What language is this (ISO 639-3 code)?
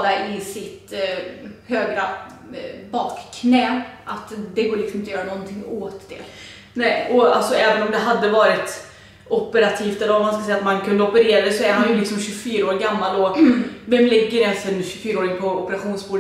swe